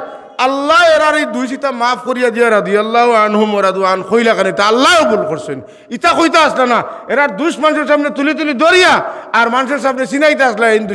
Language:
Sylheti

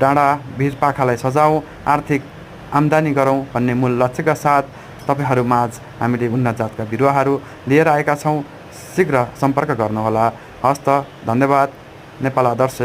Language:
Nepali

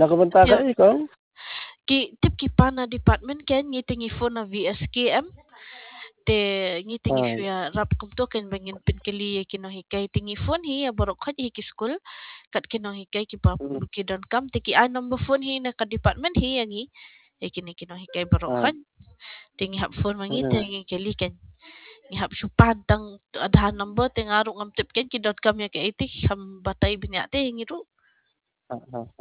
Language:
Khasi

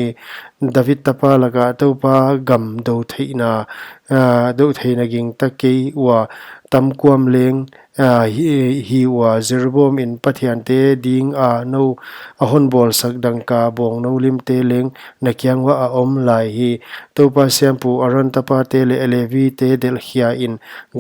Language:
Paite Chin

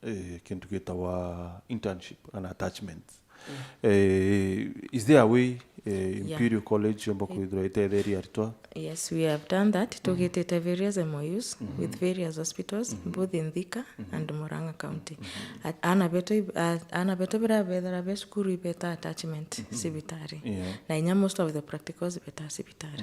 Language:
Meru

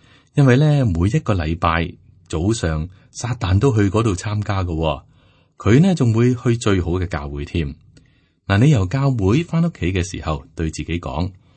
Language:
Cantonese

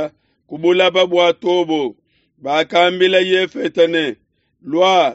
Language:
Luba-Lulua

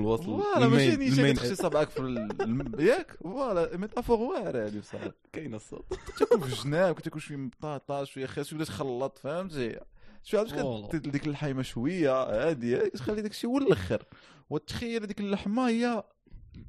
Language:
Moroccan Arabic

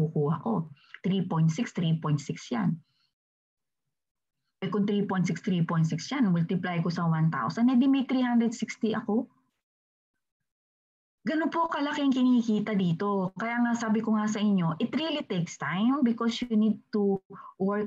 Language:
Filipino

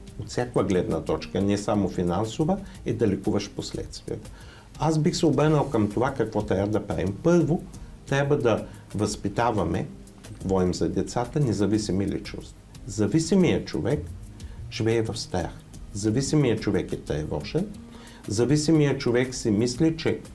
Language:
Bulgarian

